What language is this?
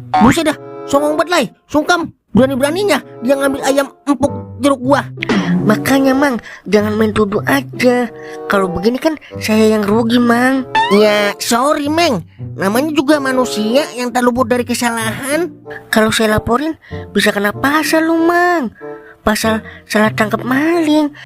Betawi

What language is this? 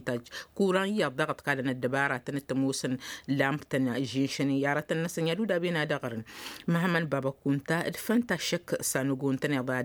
Tamasheq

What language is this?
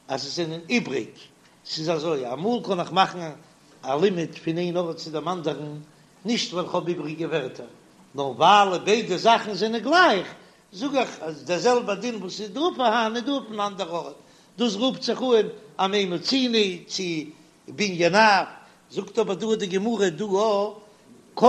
Yiddish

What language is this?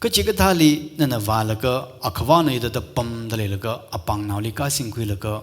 Tangkhul Naga (India)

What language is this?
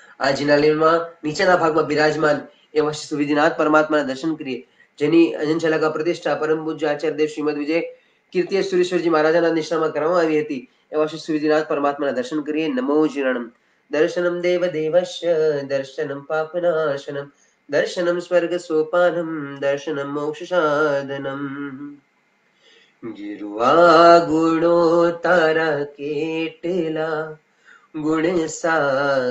Gujarati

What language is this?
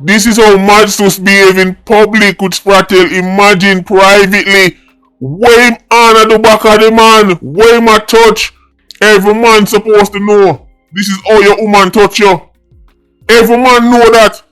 Jamaican Creole English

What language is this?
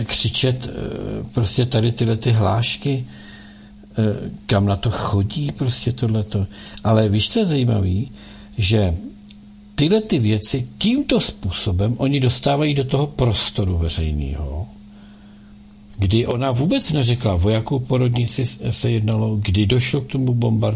Czech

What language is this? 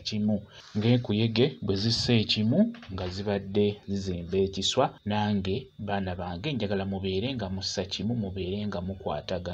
Ganda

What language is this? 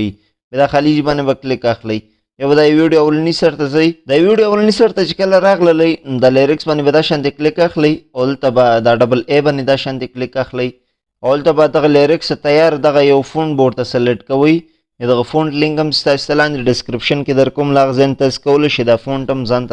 Pashto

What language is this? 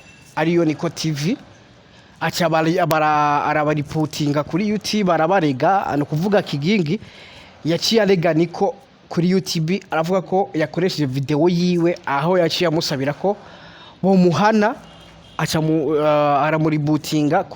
Rundi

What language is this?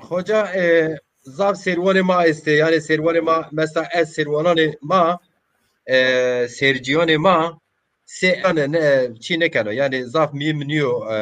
Zaza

